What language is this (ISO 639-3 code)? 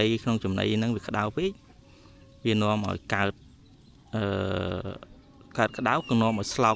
khm